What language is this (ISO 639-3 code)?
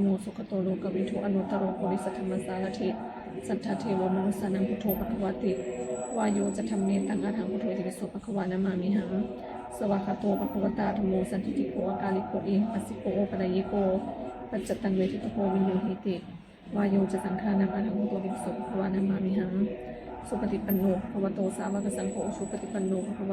pli